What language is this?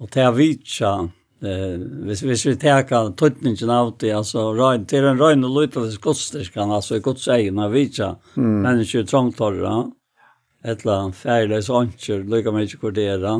Faroese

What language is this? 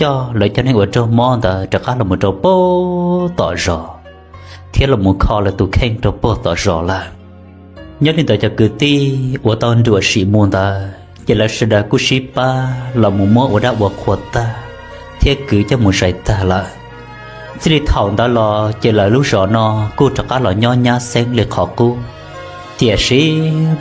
Hmong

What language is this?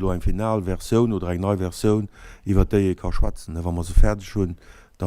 Luxembourgish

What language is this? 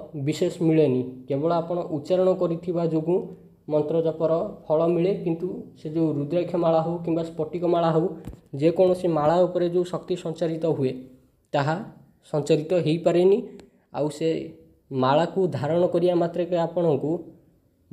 Odia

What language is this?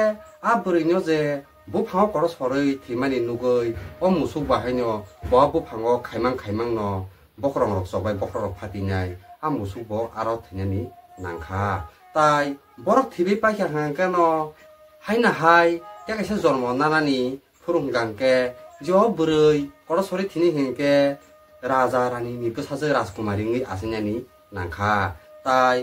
Kok Borok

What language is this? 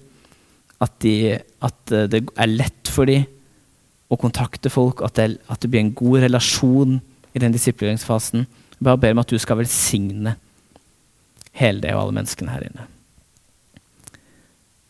Norwegian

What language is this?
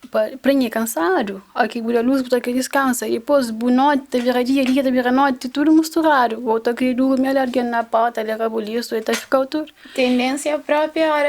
Kabuverdianu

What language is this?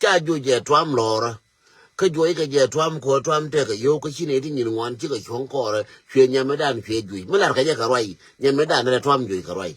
Nuer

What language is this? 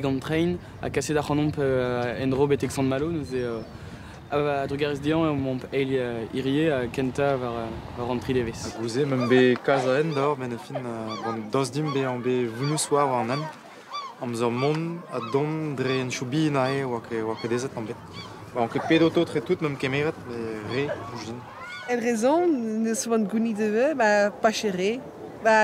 Breton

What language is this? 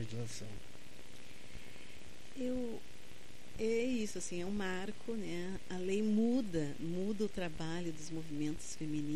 Portuguese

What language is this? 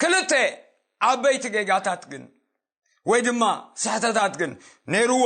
Tigrinya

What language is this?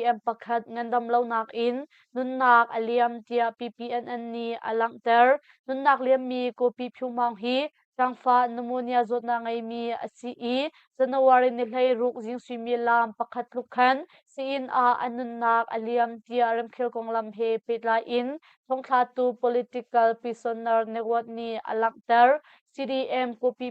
Hakha Chin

